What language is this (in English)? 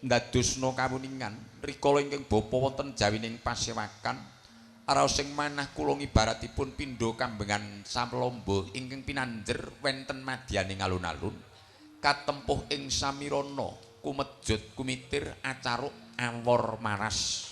Javanese